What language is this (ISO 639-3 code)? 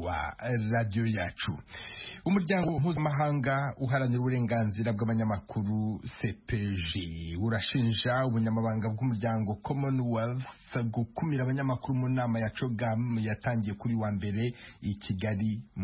kin